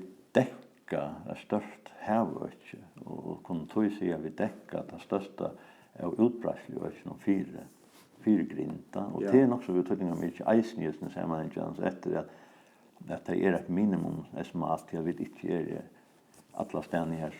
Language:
Faroese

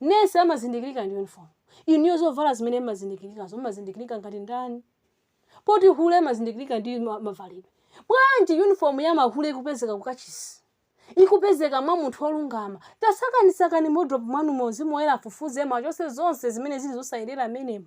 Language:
Nyanja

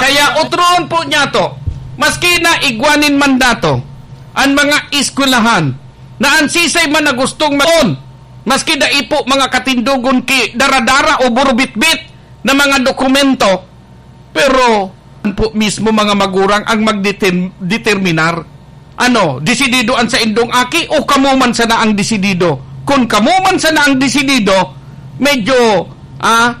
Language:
Bikol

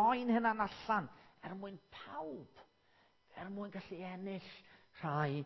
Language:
Welsh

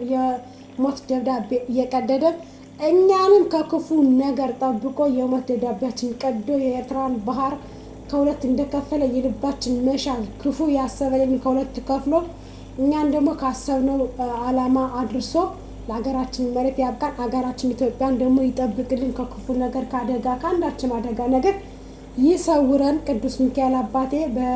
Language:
Amharic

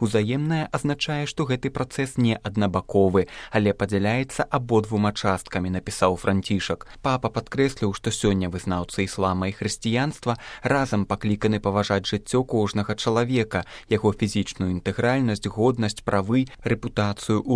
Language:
Belarusian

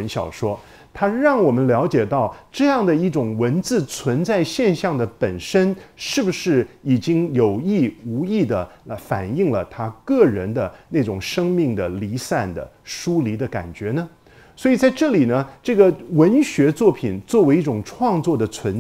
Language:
Chinese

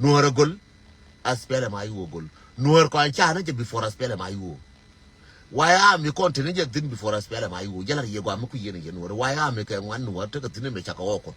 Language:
Nuer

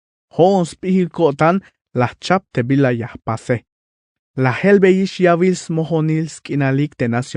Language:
Tzeltal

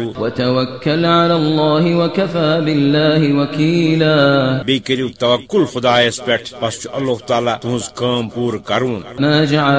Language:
Kashmiri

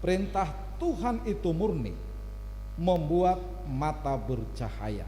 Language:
Batak Simalungun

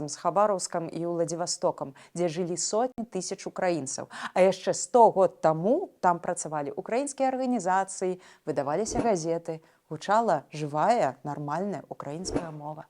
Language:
Belarusian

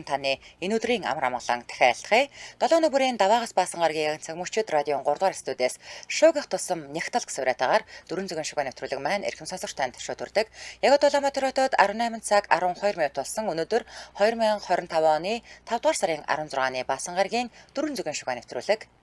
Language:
Mongolian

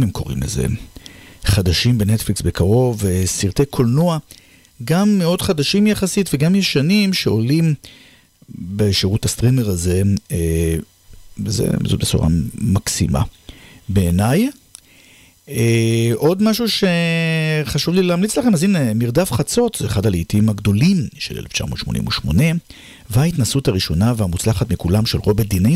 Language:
Hebrew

